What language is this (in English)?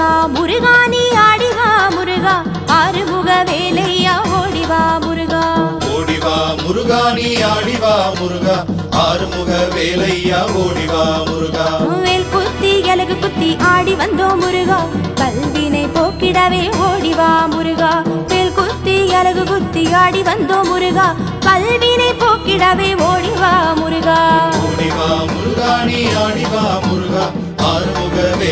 Tamil